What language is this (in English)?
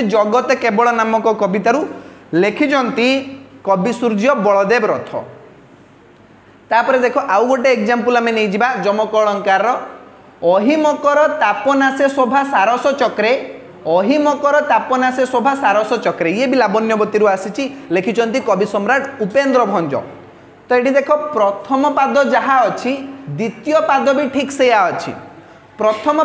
Odia